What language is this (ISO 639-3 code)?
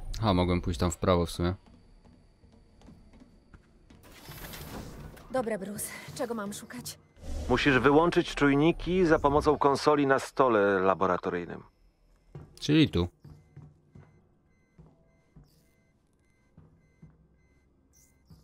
pol